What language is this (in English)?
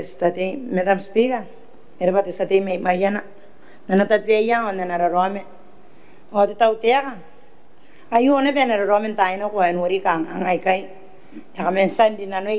Gilbertese